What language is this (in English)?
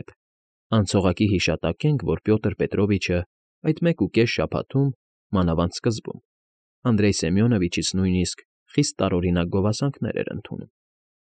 Armenian